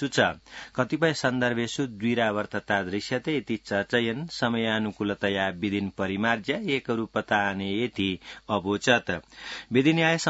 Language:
Sanskrit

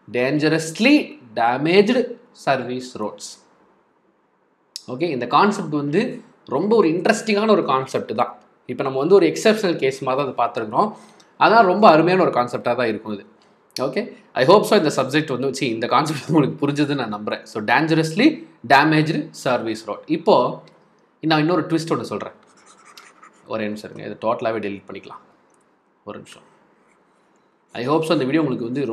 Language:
Tamil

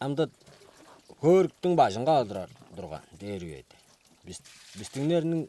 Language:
Tuvinian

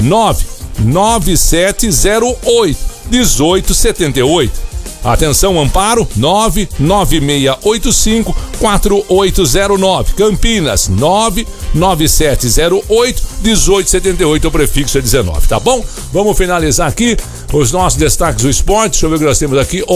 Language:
Portuguese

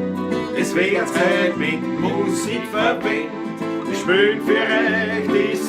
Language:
Bavarian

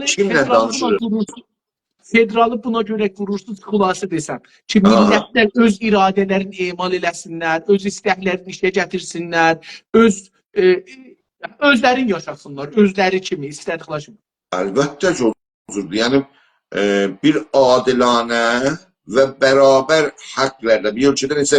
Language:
South Azerbaijani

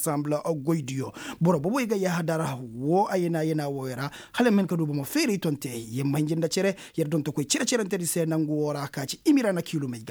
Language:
Koyraboro Senni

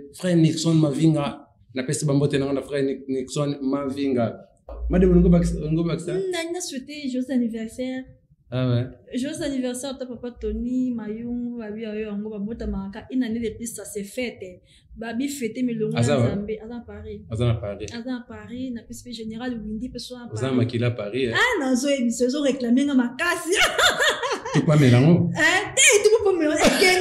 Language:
Lingala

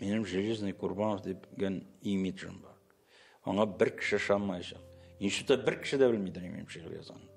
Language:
Tatar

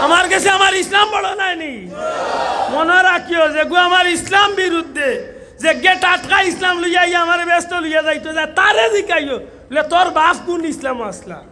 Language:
Sylheti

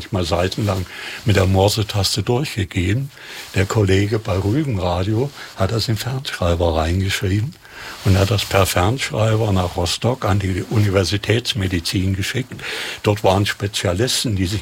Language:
German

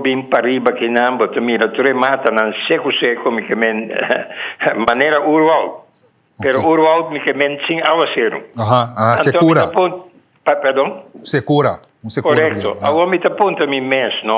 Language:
Papiamento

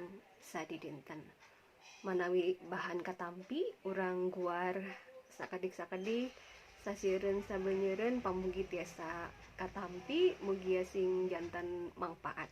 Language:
Sundanese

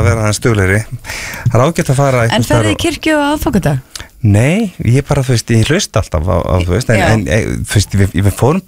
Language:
Icelandic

